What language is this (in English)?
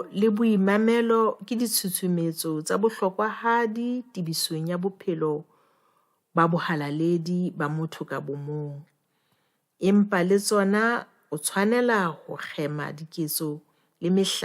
Southern Sotho